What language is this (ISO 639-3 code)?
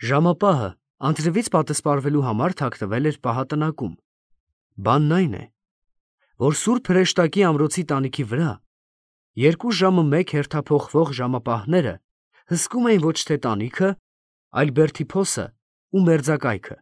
hye